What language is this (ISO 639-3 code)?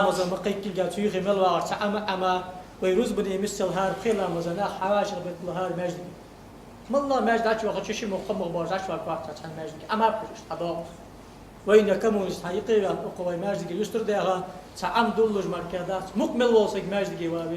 inh